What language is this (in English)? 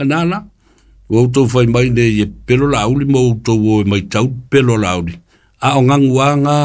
Samoan